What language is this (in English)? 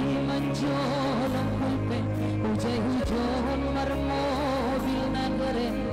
Batak Simalungun